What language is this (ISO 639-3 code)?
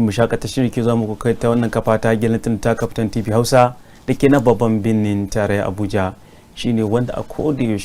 hau